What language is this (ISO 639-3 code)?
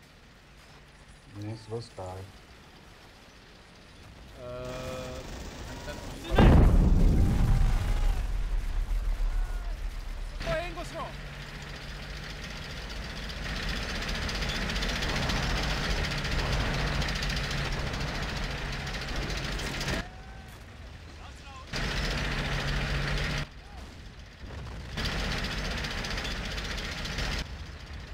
ces